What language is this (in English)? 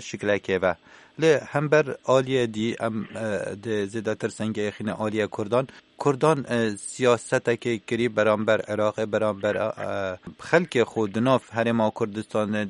Kurdish